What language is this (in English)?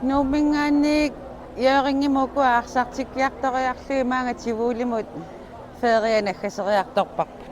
Kalaallisut